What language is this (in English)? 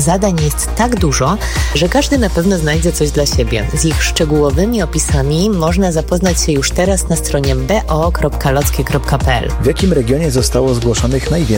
Polish